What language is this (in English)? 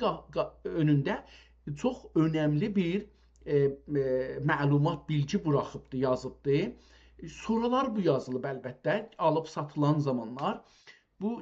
South Azerbaijani